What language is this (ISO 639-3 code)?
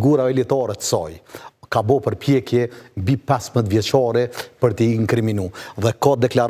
sqi